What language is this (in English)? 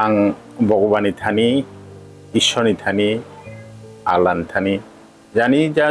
Kok Borok